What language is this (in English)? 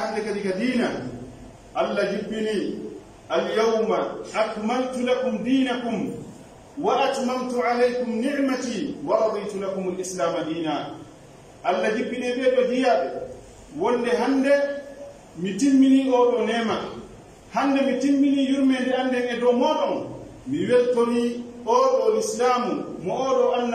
Pular